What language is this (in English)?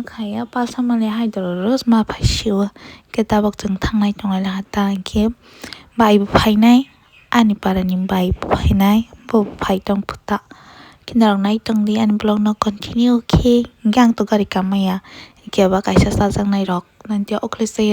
Kok Borok